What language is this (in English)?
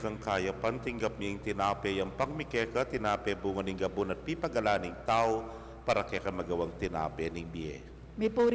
Pampanga